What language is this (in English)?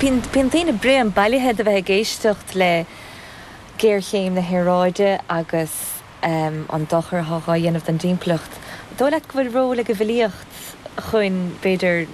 Irish